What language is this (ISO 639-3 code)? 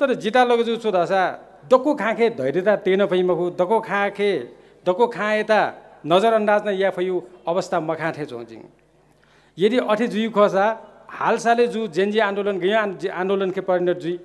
new